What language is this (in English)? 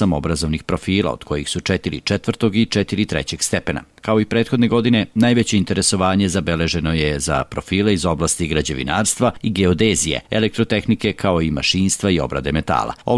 Serbian